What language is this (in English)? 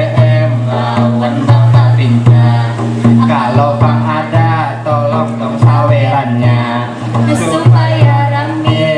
Banjar